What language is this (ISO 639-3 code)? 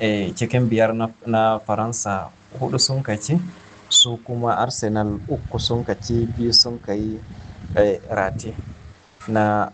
hau